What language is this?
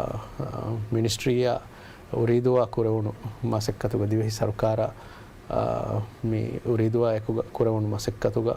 Divehi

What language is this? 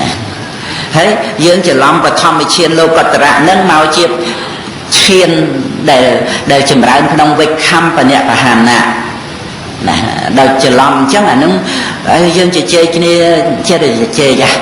Khmer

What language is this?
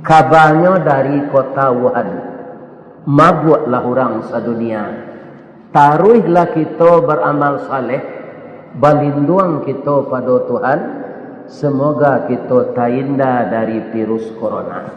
Minangkabau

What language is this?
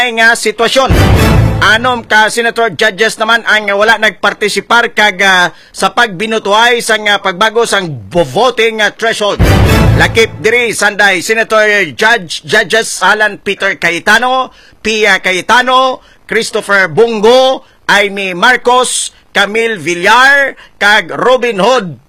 Hiligaynon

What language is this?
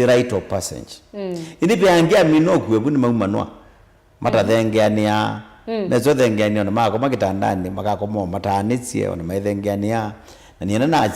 Kamba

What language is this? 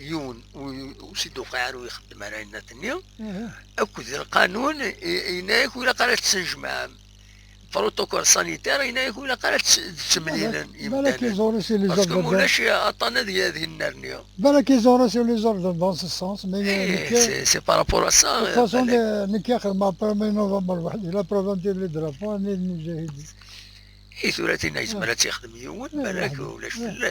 Kabyle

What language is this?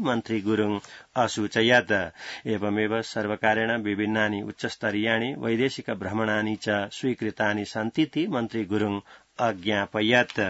Sanskrit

